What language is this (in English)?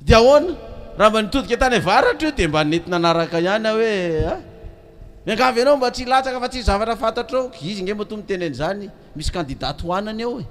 Malagasy